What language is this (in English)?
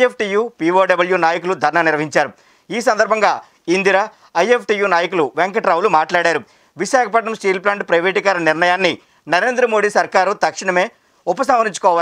Telugu